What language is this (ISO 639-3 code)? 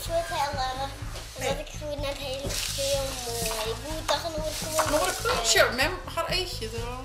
fry